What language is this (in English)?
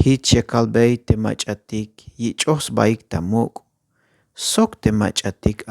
Tzeltal